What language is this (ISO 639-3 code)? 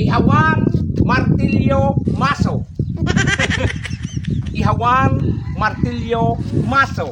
bik